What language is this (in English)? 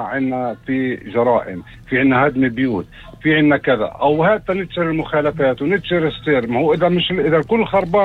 North Levantine Arabic